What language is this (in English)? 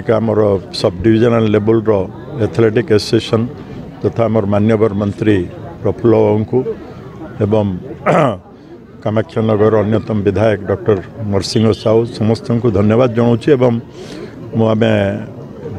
Odia